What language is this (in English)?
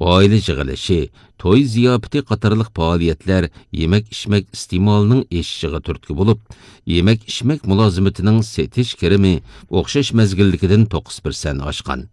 Uyghur